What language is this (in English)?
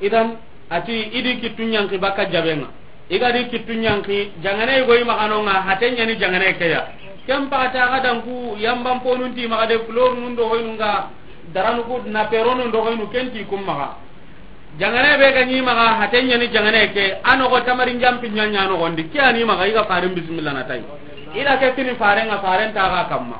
Soninke